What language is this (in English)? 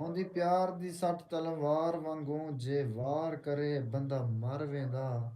Saraiki